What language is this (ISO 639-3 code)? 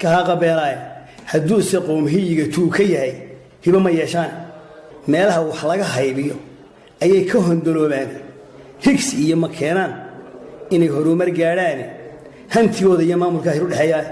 som